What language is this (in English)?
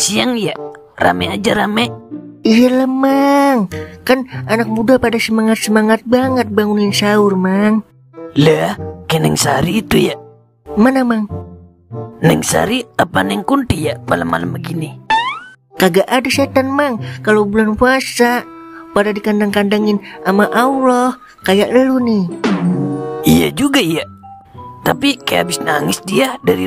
Betawi